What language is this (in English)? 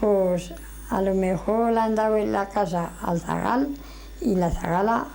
Aragonese